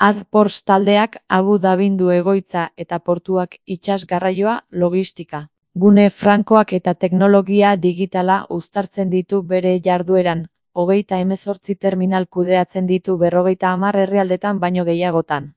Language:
Basque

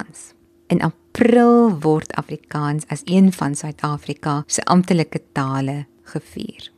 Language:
Afrikaans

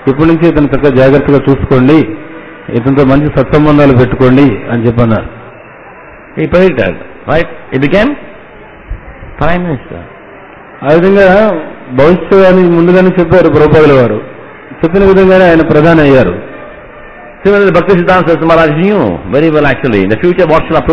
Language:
Telugu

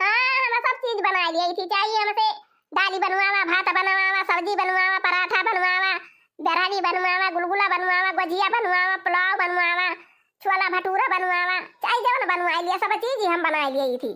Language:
Awadhi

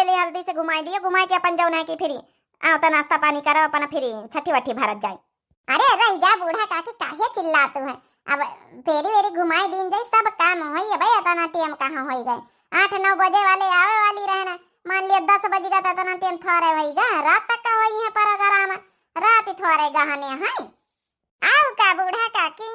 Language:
Awadhi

